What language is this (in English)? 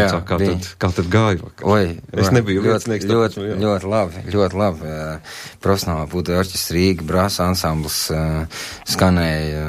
Latvian